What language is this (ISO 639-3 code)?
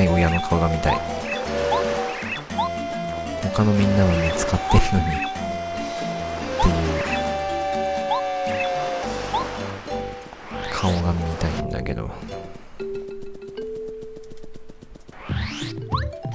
jpn